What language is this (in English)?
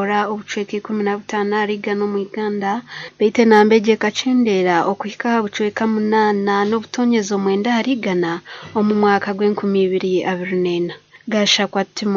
Nyankole